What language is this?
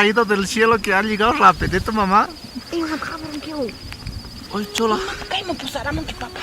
Quechua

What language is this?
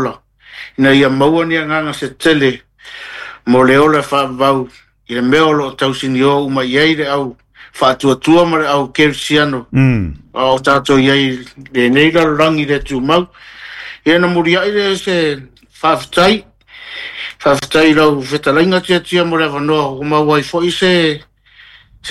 Samoan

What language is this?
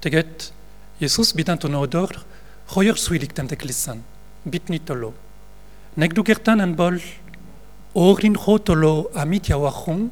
Breton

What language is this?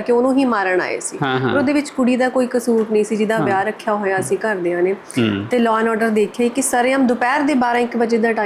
Punjabi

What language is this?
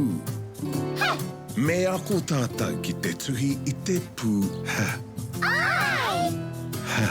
Māori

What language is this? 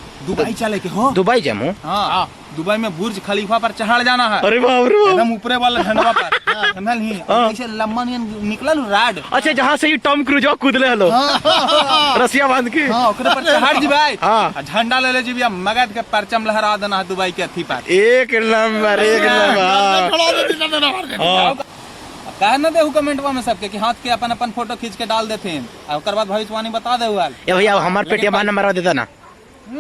Magahi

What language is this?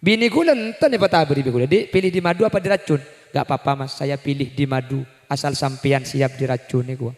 Madurese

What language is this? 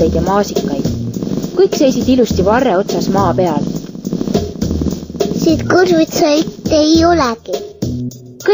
Estonian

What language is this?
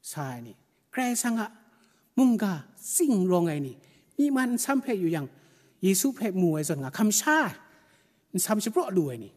Kachin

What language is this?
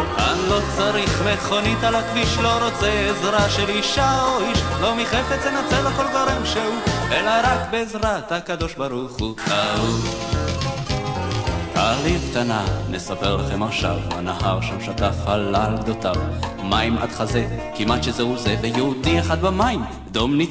Hebrew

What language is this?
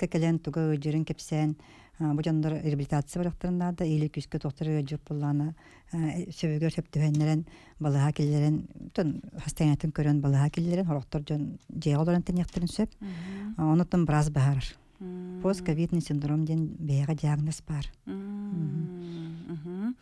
Yakut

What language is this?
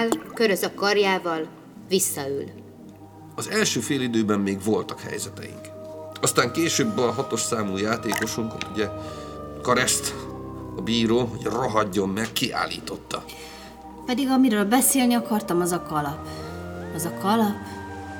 Hungarian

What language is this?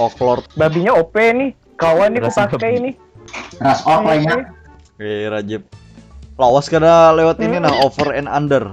Banjar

